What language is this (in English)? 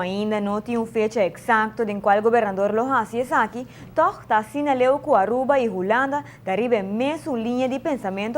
Papiamento